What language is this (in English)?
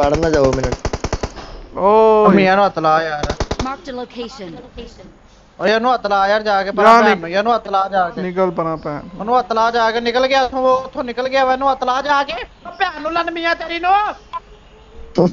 Punjabi